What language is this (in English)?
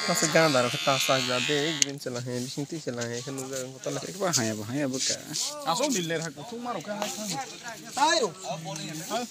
Kok Borok